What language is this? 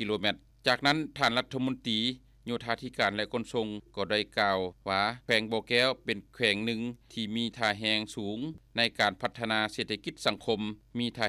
Lao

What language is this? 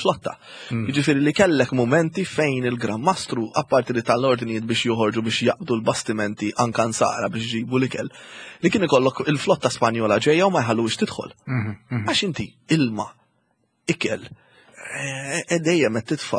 Maltese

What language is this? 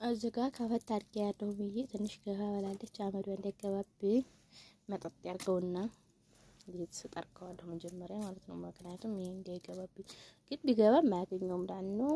Amharic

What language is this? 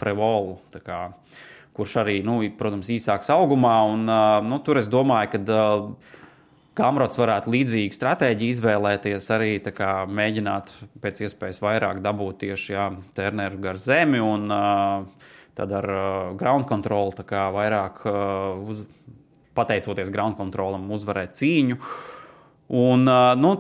Latvian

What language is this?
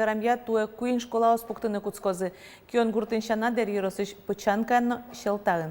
Udmurt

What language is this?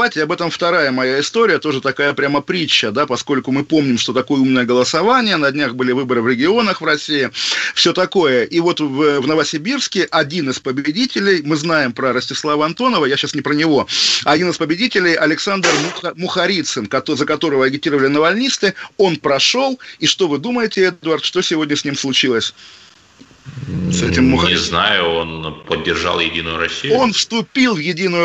Russian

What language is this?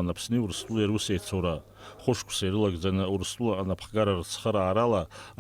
Abkhazian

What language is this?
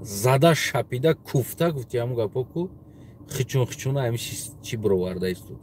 Tajik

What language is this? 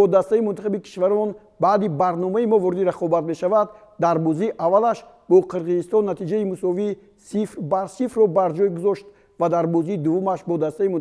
Tajik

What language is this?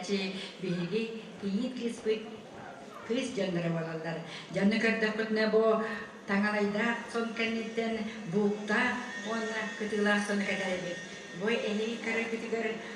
Yakut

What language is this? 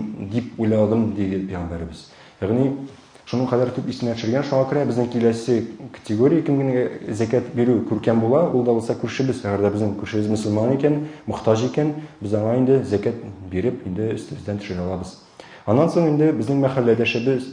Tatar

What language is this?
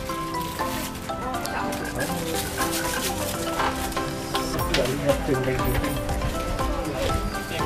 Indonesian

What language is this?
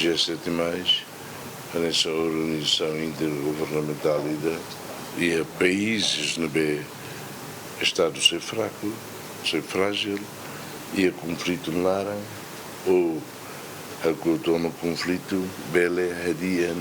Tetum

